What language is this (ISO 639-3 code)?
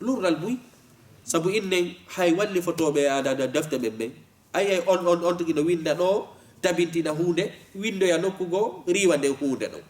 ful